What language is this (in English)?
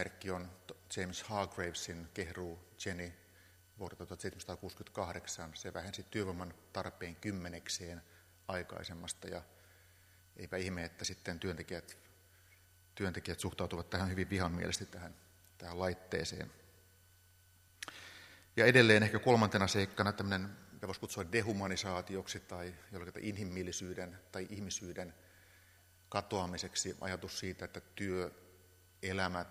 Finnish